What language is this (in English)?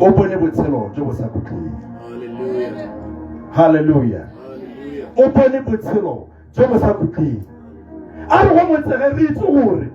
Tswana